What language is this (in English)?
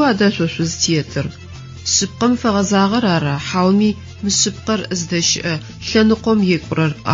Adyghe